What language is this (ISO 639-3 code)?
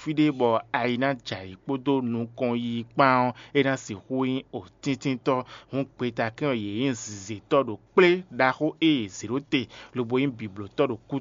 fon